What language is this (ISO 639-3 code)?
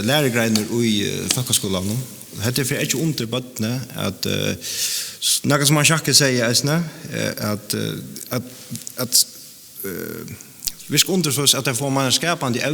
fao